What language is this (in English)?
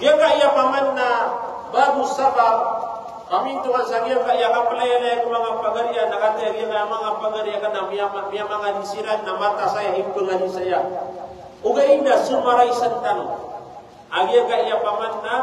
Maranao